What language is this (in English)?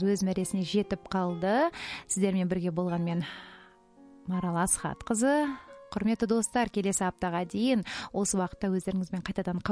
Kazakh